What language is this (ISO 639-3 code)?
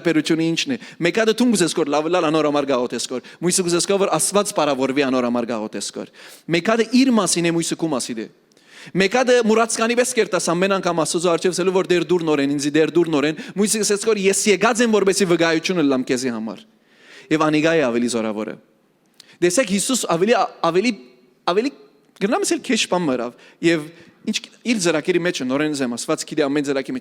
hyw